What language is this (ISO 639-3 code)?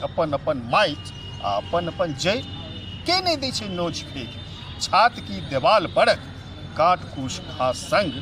mai